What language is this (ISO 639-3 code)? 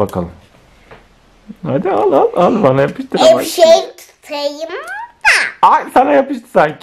tur